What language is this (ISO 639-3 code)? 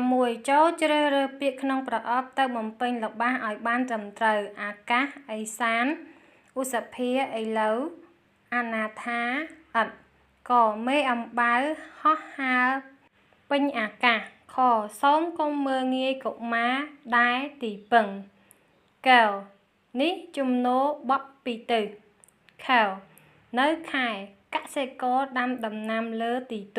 khm